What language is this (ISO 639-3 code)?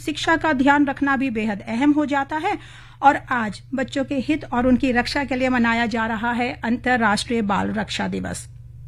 hin